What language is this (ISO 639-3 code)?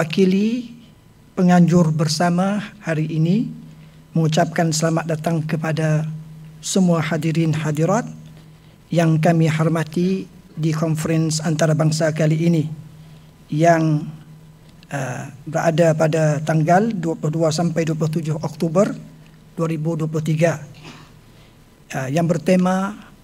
msa